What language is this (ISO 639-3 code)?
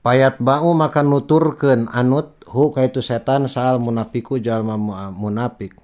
sun